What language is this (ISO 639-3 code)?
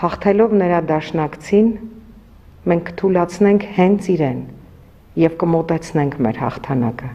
hye